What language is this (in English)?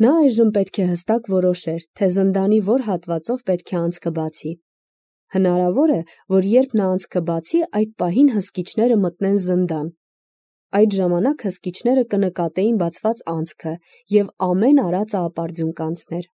Armenian